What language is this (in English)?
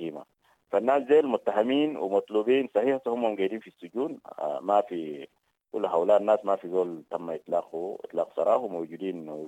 Sudanese Arabic